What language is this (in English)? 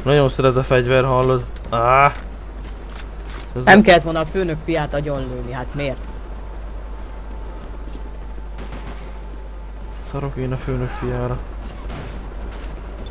Hungarian